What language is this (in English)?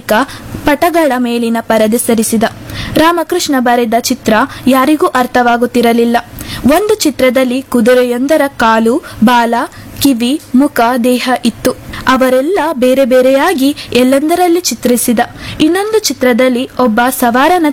Kannada